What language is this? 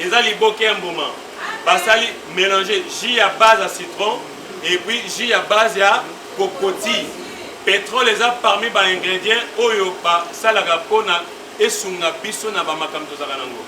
Lingala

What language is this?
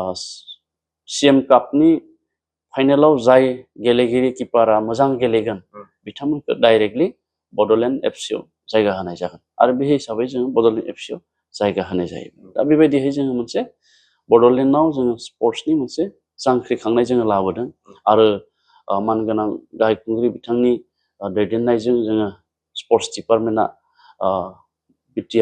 Bodo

